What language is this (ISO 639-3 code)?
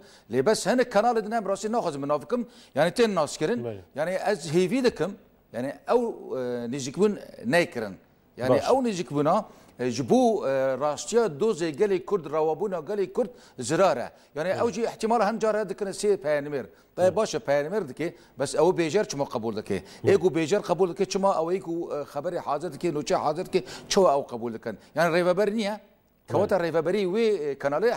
kur